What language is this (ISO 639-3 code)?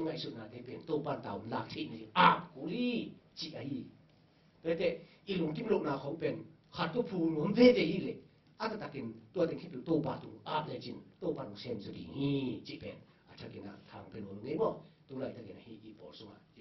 ctd